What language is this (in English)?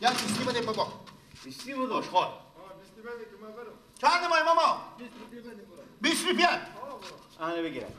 Persian